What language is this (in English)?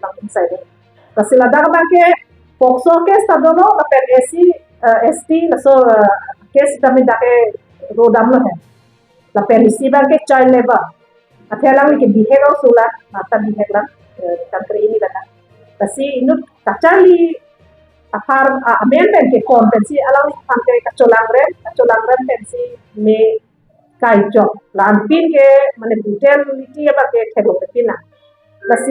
Karbi